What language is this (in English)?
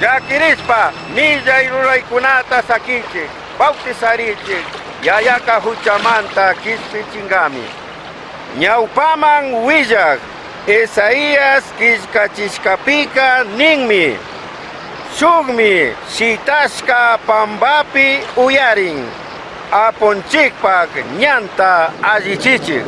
Chimborazo Highland Quichua